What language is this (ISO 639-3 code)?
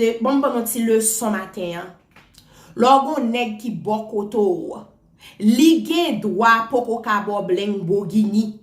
hat